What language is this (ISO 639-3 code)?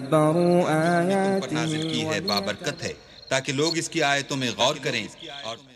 urd